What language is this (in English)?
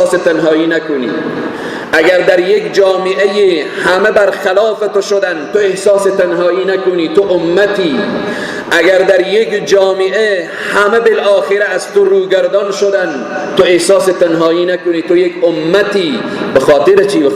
Persian